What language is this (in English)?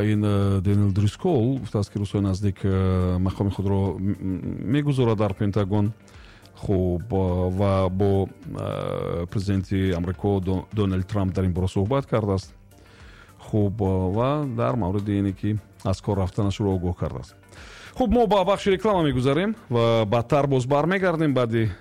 Tajik